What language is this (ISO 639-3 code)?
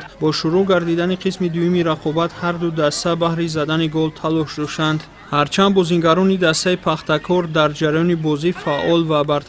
tgk